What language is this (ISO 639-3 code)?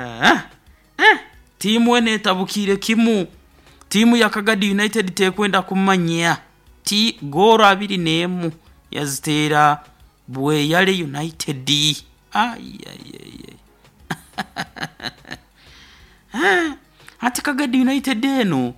nyo